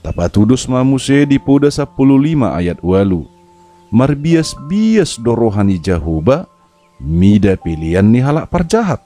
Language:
Batak Toba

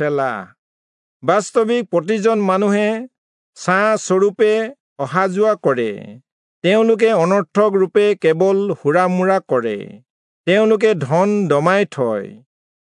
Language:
Assamese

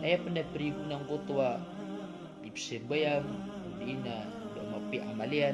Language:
Maranao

